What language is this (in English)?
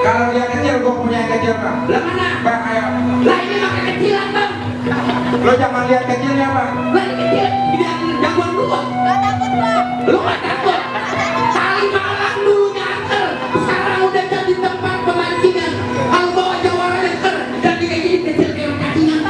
Betawi